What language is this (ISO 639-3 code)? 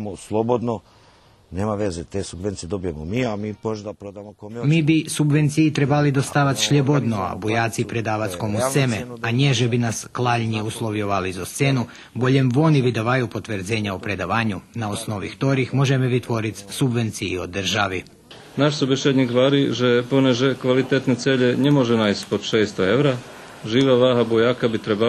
rue